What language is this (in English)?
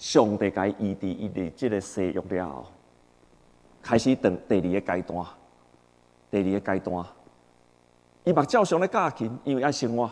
Min Nan Chinese